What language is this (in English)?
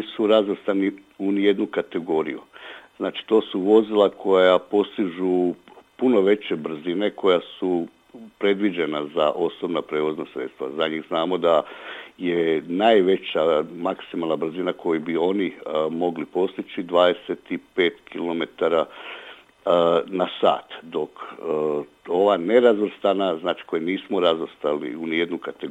Croatian